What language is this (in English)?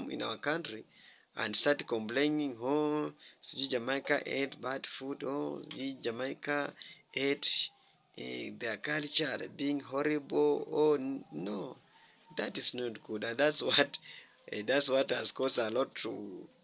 Jamaican Creole English